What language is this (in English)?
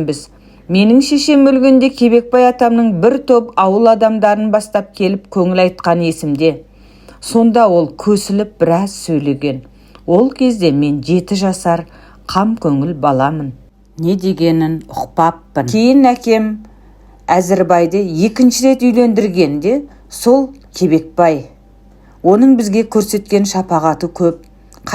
Kazakh